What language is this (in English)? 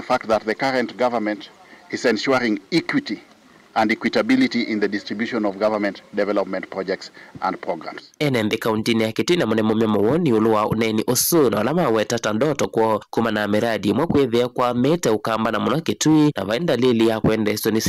Kamba